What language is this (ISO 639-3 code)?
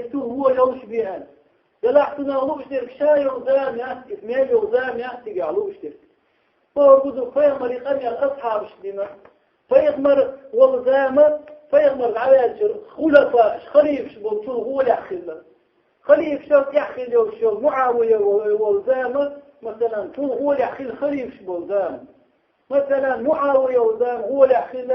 che